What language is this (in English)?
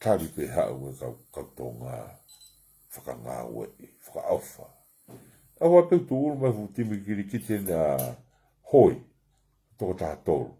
Tongan